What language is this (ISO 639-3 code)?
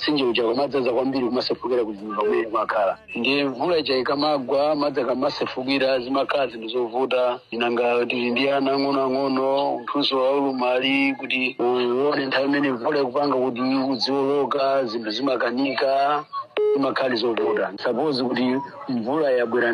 nya